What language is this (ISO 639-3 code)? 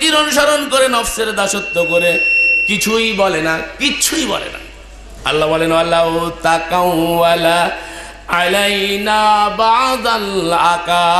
ben